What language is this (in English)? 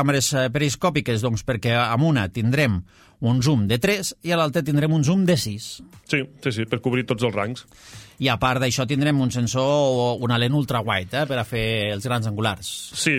Catalan